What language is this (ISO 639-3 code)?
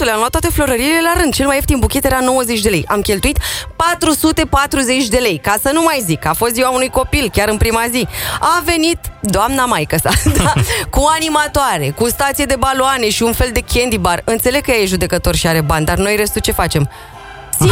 ron